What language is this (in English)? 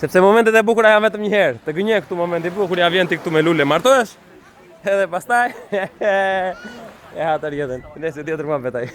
Albanian